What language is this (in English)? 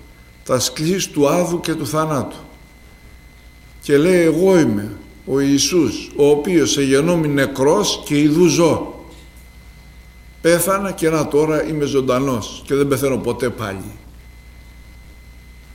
Greek